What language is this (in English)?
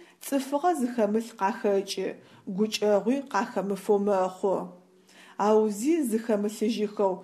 Adyghe